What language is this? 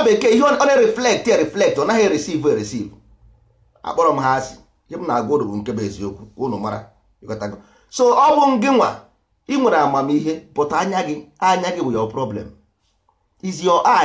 Igbo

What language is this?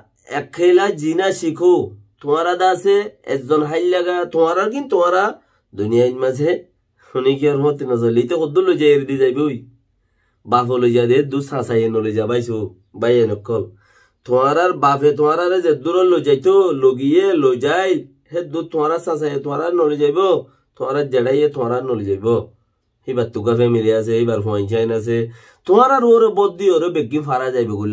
Rohingya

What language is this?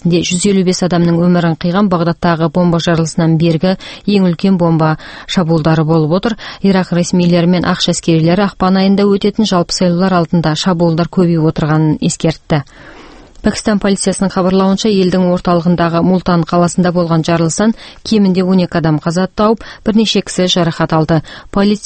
Kazakh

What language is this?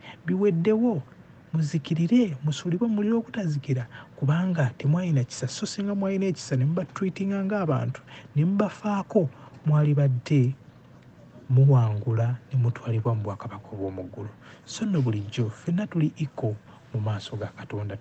Ganda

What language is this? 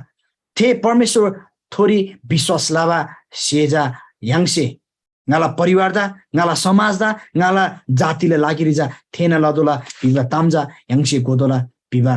Eastern Tamang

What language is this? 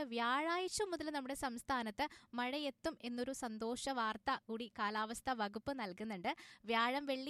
Malayalam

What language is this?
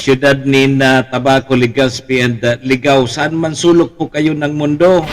Bikol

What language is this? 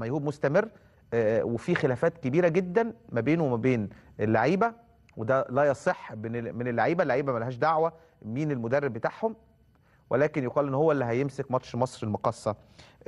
Egyptian Arabic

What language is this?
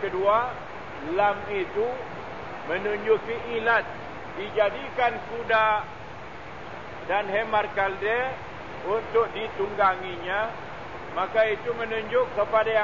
Malay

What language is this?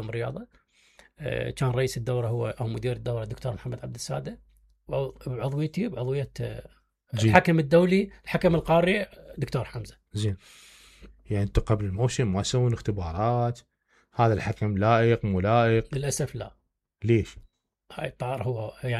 Mesopotamian Arabic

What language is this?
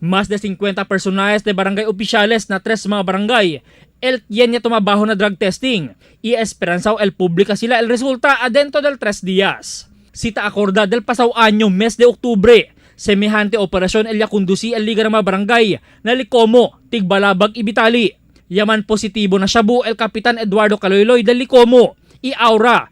Chavacano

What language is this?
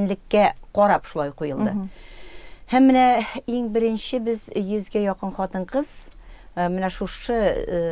Tatar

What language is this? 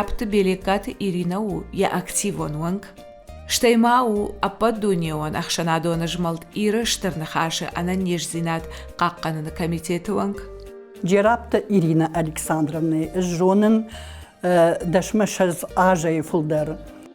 Ossetic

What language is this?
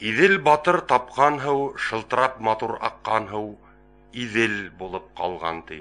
Bashkir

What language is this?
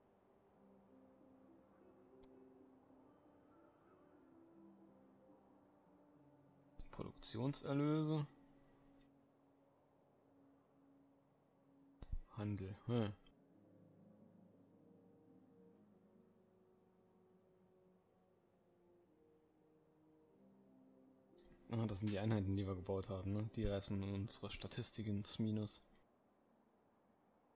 German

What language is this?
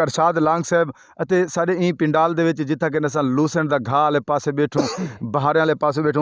Saraiki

